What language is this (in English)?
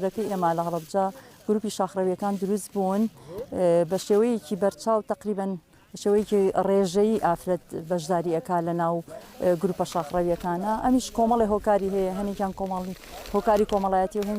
Central Kurdish